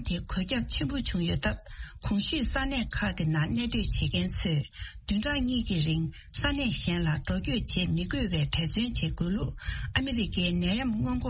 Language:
Tibetan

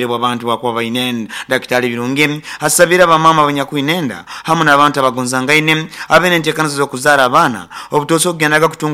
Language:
Nyankole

